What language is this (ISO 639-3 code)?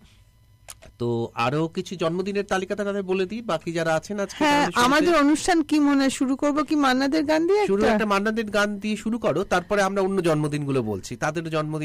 ben